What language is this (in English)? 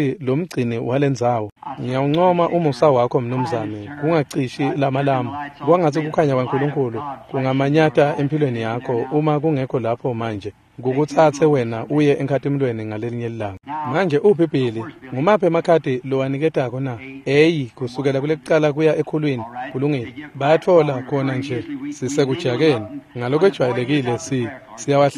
Swati